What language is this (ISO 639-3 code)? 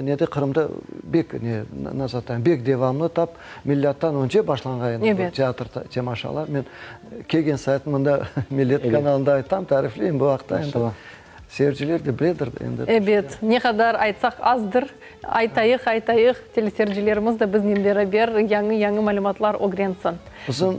crh